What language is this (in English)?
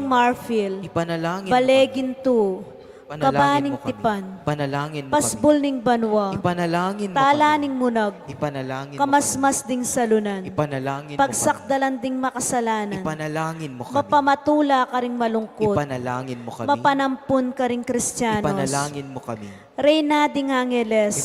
Pampanga